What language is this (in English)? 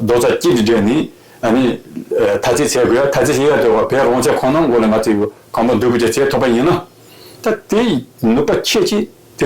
Tibetan